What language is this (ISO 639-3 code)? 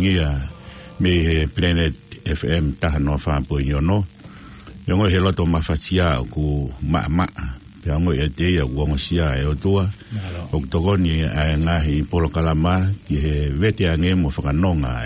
ton